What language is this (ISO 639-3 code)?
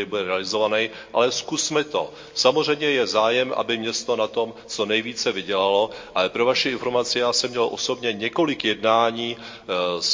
ces